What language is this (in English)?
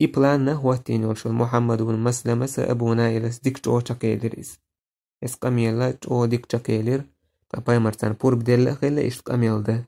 Chechen